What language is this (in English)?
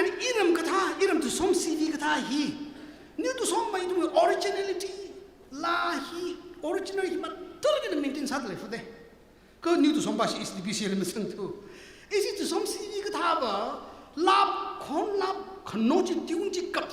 Tangkhul Naga (India)